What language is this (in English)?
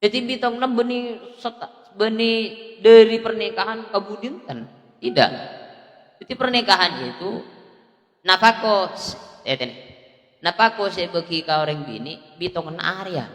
Madurese